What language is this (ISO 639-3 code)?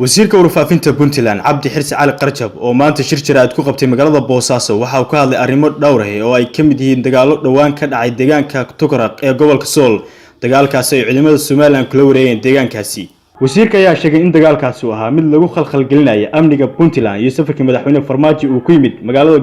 som